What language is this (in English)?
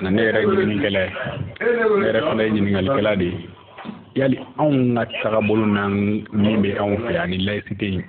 Bambara